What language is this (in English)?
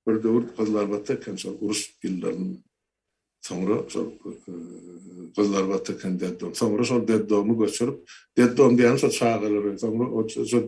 Turkmen